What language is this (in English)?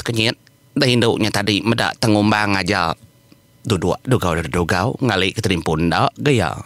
Iban